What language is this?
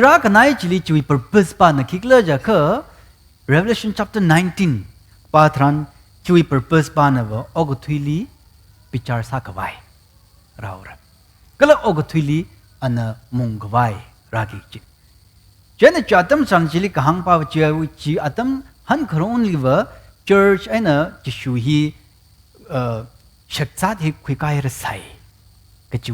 Tangkhul Naga (India)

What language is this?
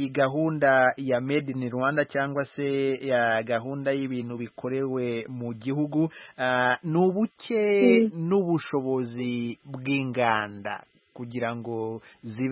Kinyarwanda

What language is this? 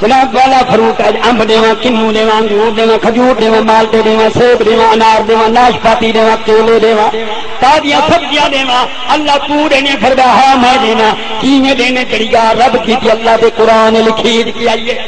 Saraiki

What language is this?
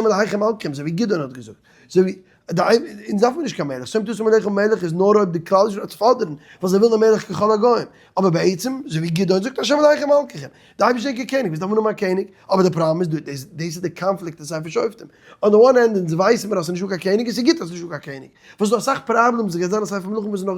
Yiddish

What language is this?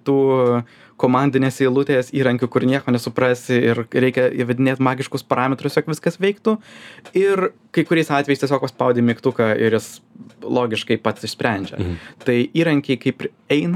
Lithuanian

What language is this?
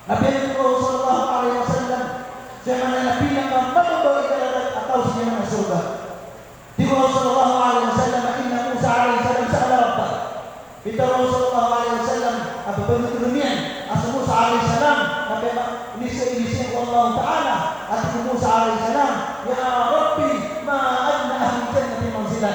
Maranao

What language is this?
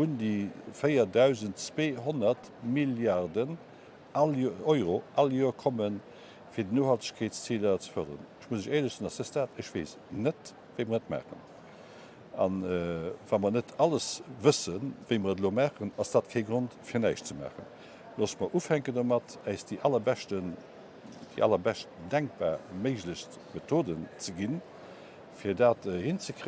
Luxembourgish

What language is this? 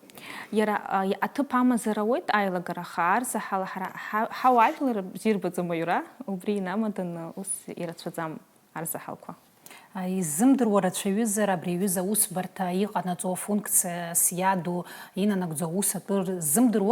Abkhazian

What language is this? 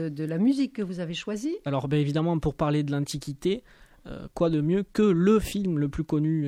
French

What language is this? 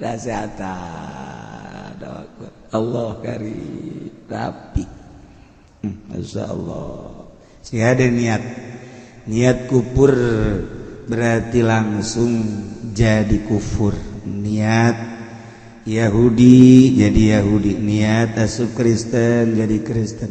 Sundanese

